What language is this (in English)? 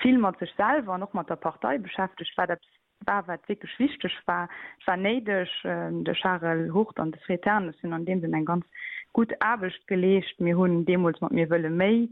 Luxembourgish